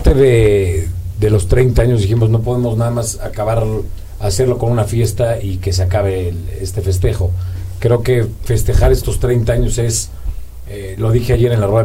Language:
Spanish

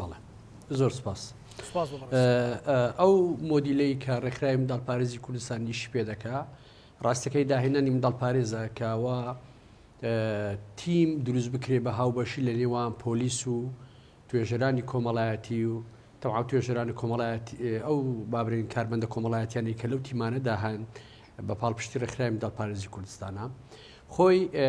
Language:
Central Kurdish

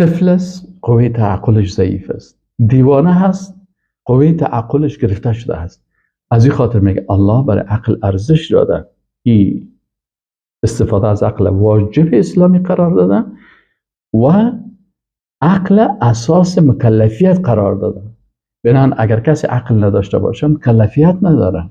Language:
Persian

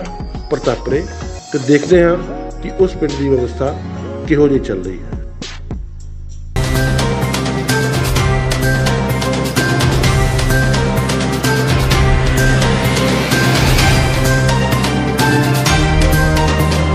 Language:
Punjabi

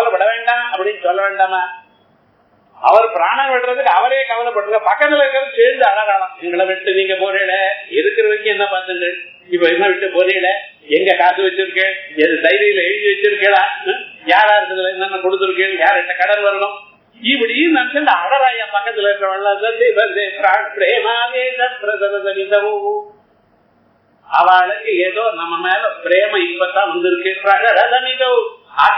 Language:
Tamil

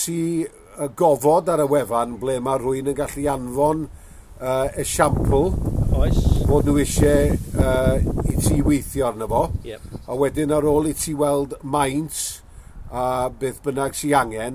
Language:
Welsh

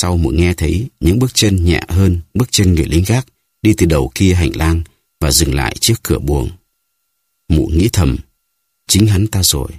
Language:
Vietnamese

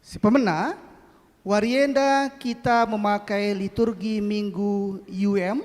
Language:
Batak Karo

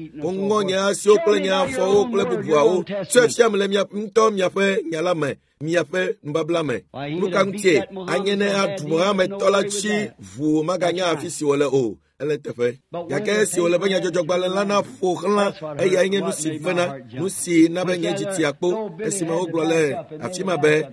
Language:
Ewe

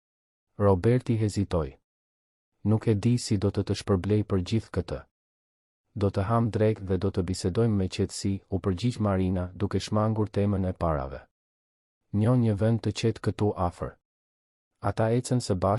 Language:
Albanian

